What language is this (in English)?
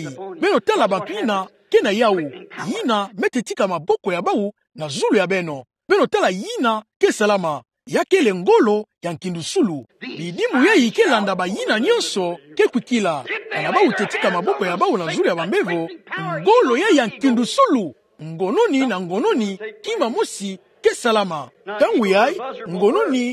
Kituba (Democratic Republic of Congo)